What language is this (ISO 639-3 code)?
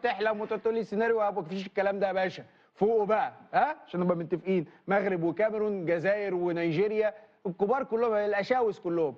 arz